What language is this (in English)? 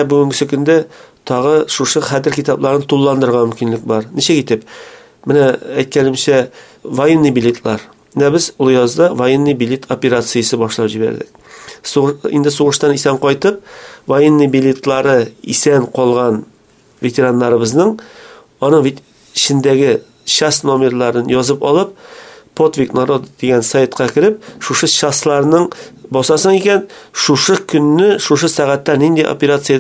Tatar